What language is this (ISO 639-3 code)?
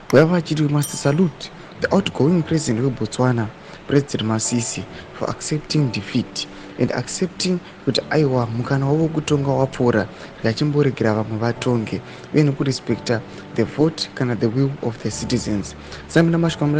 sna